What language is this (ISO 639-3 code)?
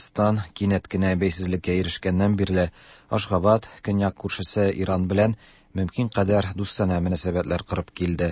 tat